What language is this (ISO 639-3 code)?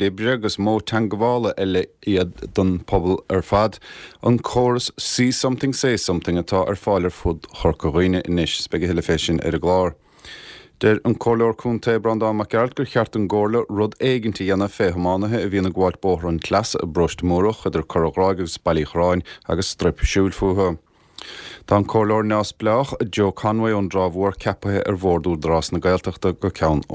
gle